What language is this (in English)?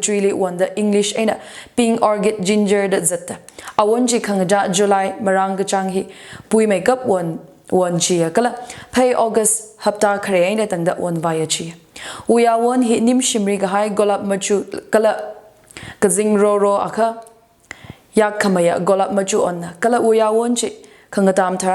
Tangkhul Naga (India)